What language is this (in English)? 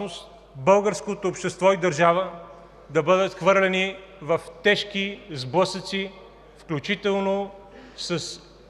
Bulgarian